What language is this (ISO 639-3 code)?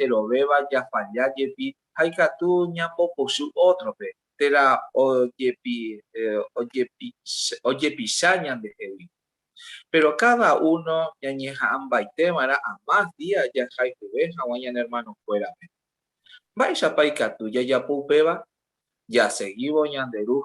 grn